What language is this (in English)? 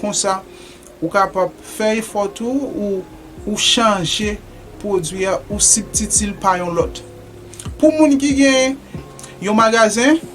Haitian Creole